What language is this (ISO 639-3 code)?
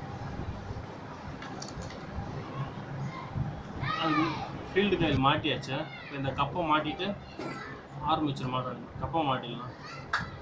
tam